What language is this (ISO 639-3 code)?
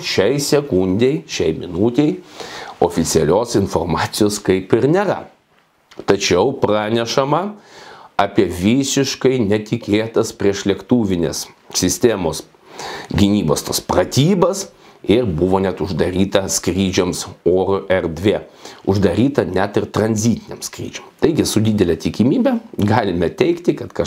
lit